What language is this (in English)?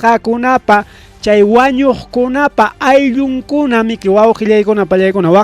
Ayacucho Quechua